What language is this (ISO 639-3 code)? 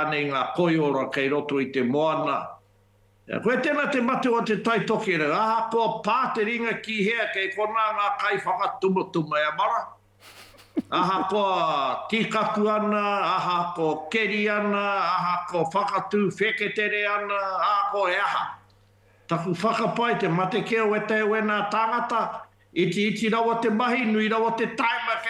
mri